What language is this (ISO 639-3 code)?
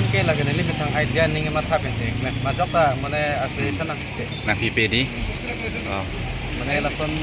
mjw